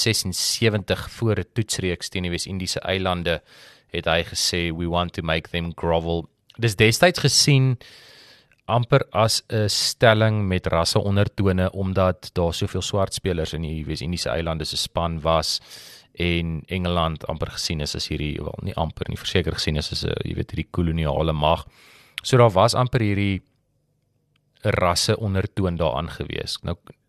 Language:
Afrikaans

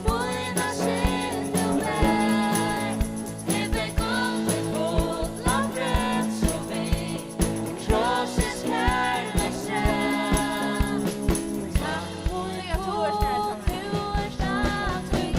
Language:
Faroese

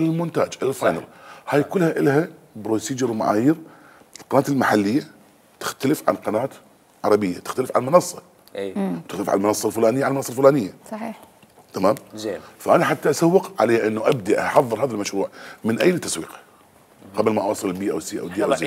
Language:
Mesopotamian Arabic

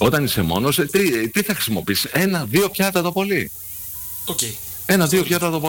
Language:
Greek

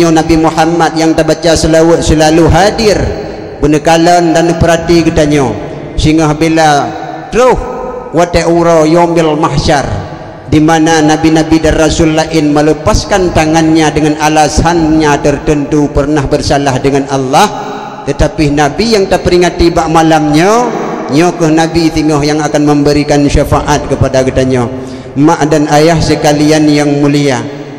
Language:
Achinese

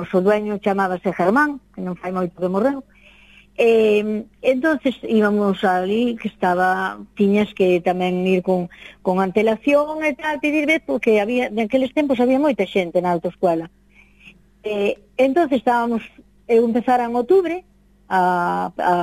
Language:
Galician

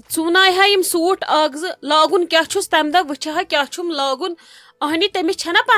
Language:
Kashmiri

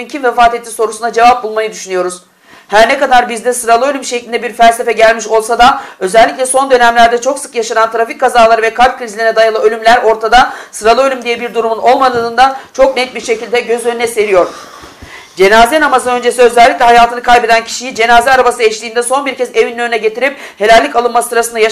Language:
Turkish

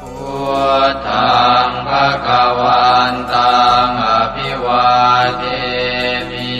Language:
Pali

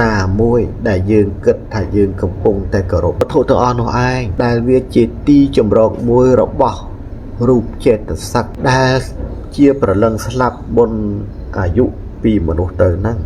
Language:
Khmer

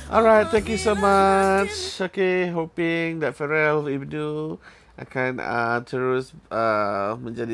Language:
Malay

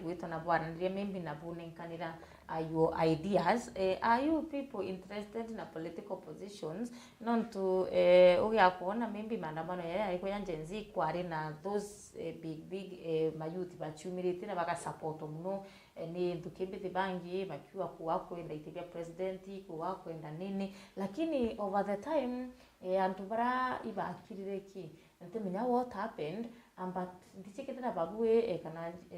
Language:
Meru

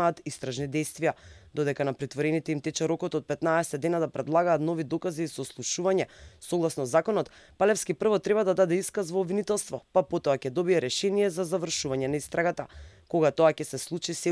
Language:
Macedonian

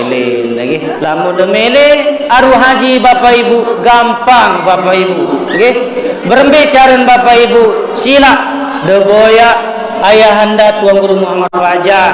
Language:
Sasak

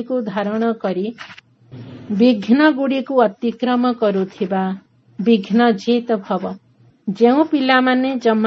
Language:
Odia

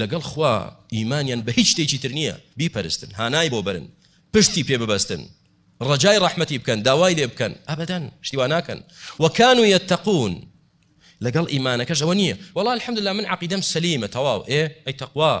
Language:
Central Kurdish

